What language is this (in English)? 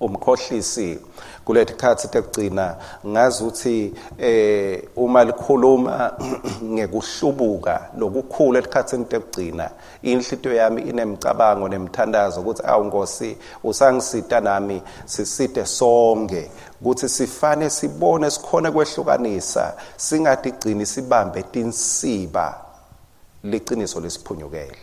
Swati